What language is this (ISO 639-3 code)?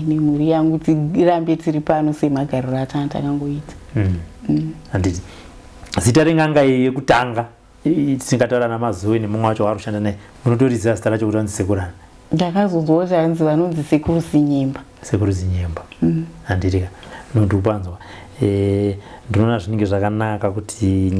sna